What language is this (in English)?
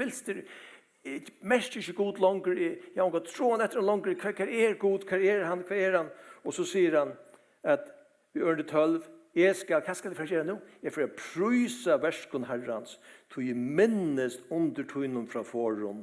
Faroese